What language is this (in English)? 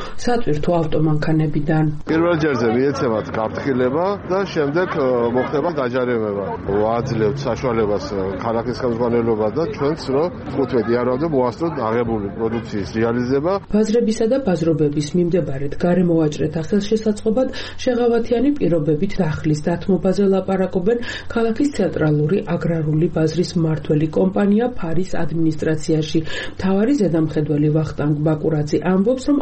Georgian